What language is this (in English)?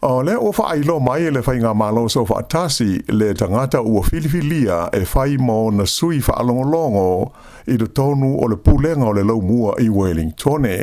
Samoan